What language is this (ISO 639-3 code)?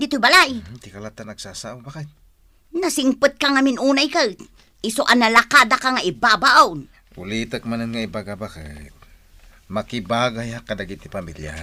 ilo